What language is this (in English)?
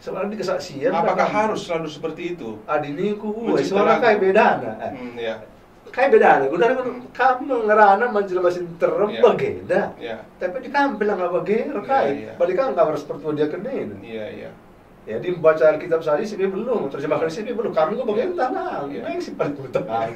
Batak Karo